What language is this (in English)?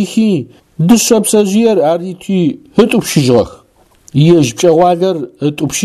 Adyghe